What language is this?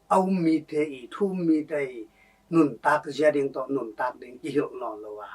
Tedim Chin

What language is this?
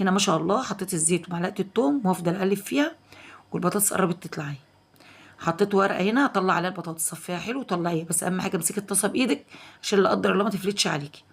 Egyptian Arabic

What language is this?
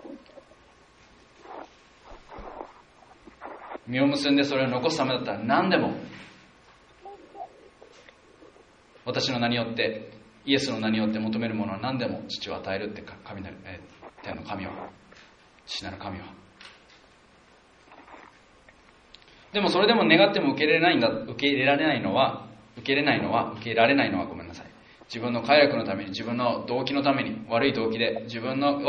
Japanese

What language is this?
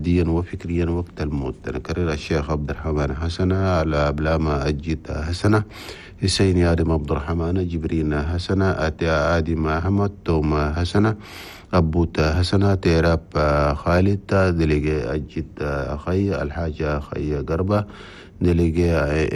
Chadian Arabic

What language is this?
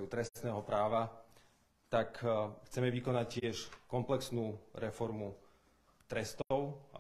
Slovak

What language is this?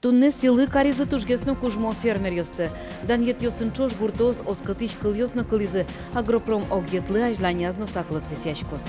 Udmurt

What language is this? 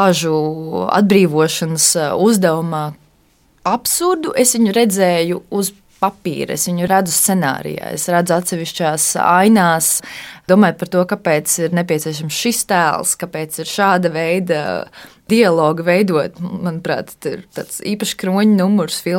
Latvian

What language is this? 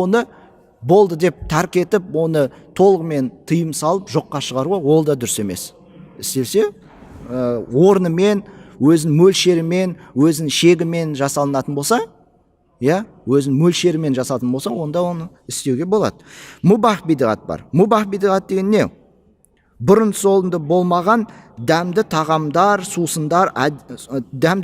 Kazakh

